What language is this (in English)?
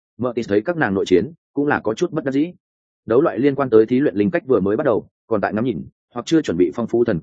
Vietnamese